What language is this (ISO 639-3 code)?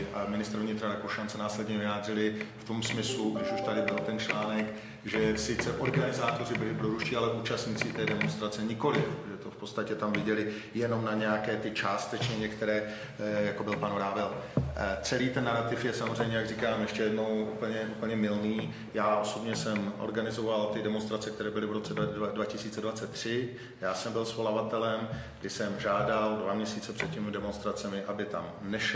ces